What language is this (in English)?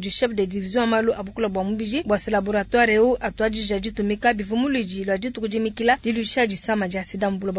Luba-Lulua